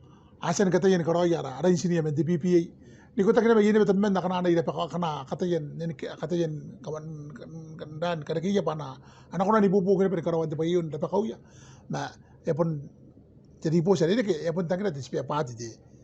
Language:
Gilbertese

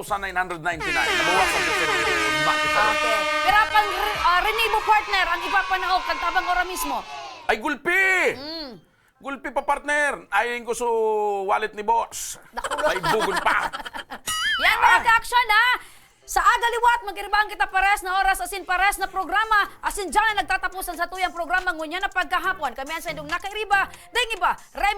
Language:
Bikol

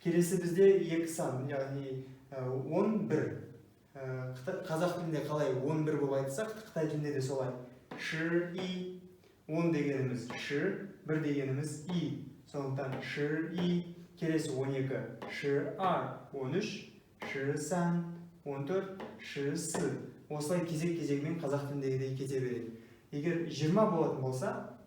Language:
Kazakh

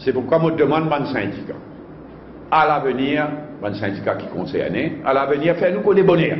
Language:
Morisyen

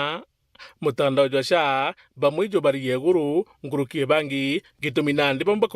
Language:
Meru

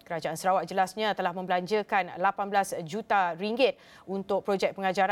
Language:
Malay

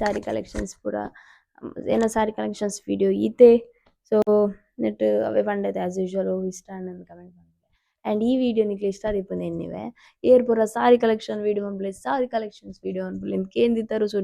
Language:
Tulu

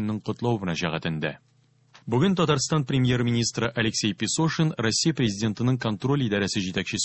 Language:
Tatar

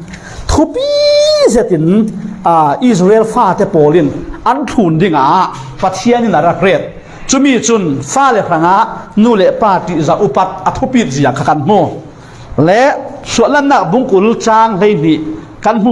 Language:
Falam Chin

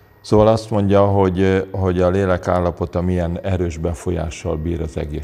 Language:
Hungarian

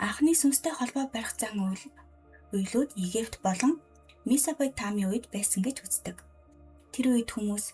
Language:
Mongolian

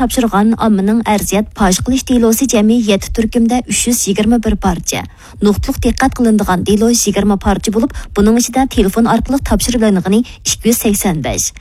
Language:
Uyghur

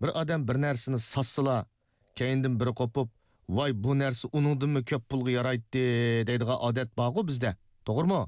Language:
Uyghur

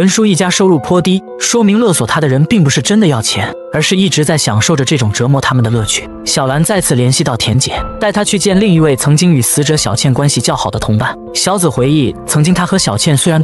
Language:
Chinese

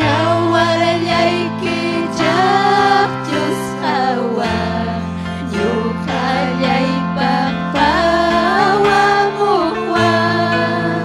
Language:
Ayacucho Quechua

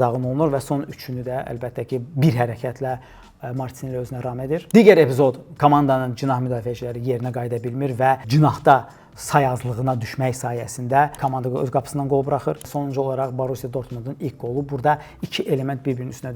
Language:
Azerbaijani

